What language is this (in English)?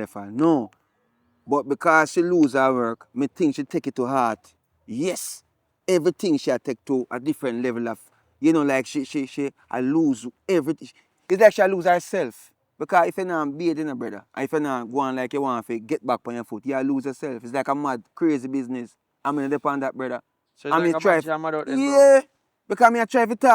Jamaican Creole English